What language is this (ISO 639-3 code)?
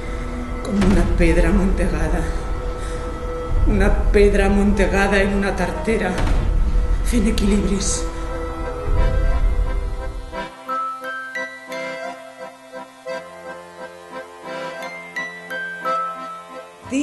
cat